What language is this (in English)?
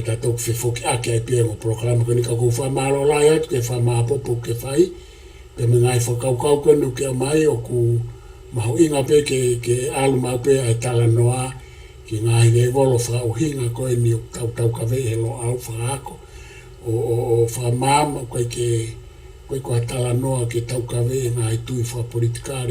Tongan